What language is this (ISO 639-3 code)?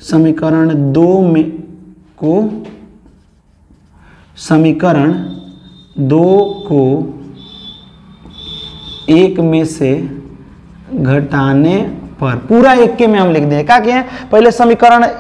hin